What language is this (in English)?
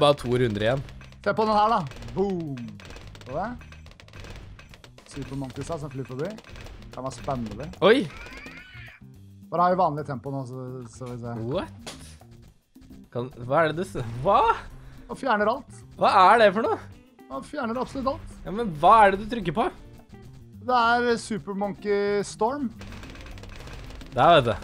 Norwegian